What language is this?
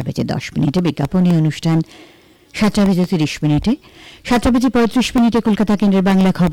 Bangla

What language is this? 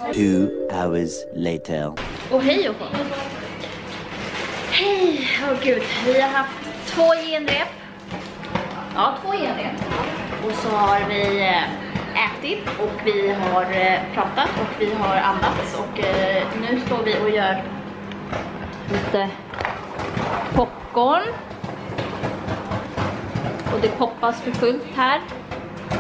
Swedish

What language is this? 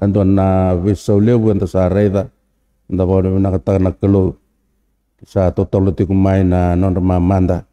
Fijian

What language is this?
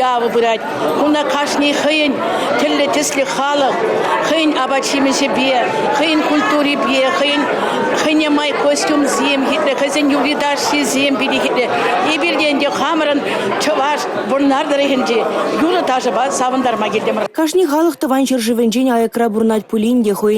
Chuvash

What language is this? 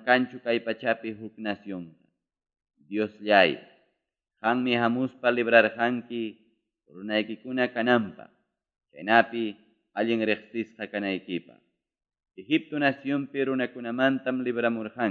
Ayacucho Quechua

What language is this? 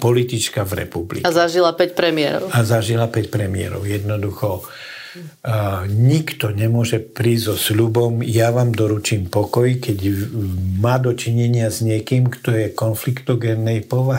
Slovak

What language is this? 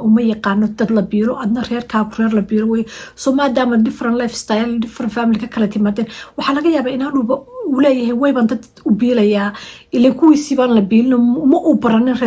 Somali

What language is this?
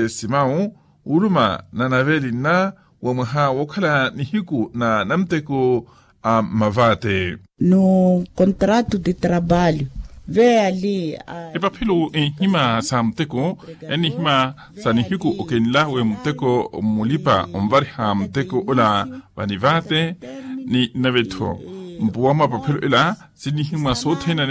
Makhuwa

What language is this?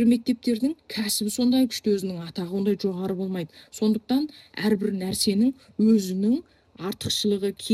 Kazakh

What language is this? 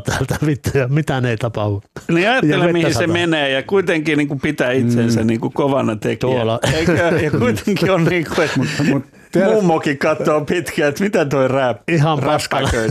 Finnish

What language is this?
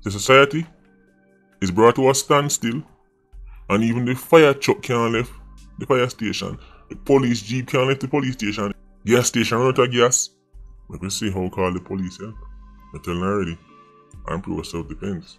Jamaican Creole English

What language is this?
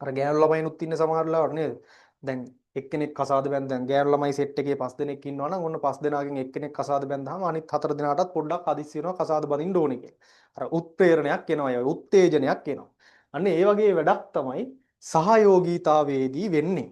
Sinhala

